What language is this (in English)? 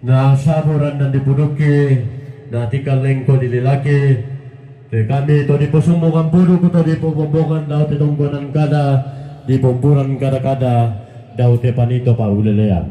Toraja-Sa'dan